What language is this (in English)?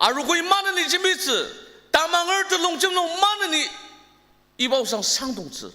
Ao Naga